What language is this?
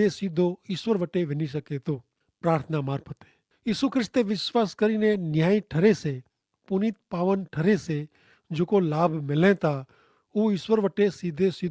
Kachhi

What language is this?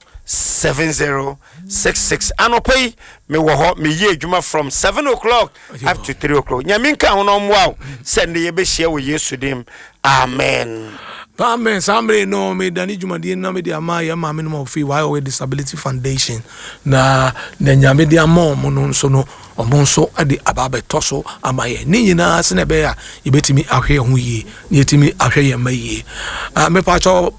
Akan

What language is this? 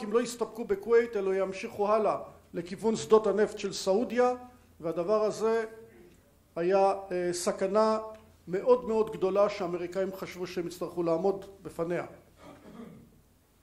Hebrew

